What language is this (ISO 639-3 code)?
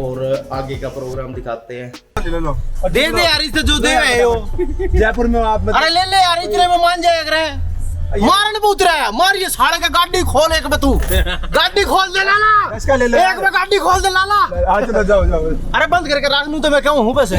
bgc